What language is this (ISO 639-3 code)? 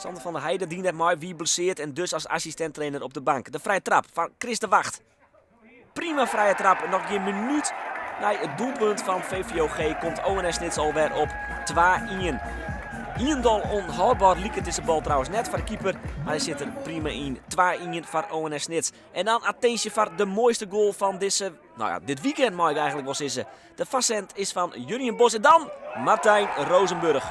fry